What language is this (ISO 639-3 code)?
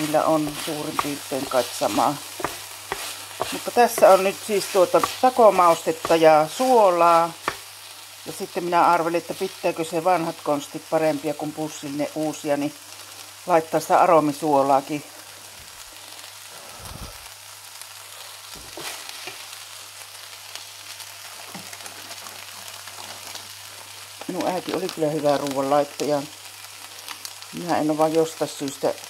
fin